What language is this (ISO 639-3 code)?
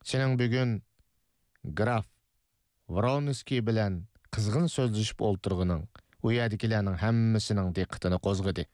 uig